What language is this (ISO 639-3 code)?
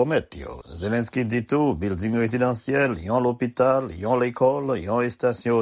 hat